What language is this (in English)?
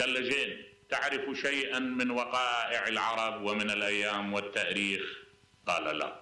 Mesopotamian Arabic